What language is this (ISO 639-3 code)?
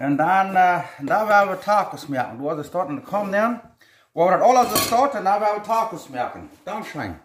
pdt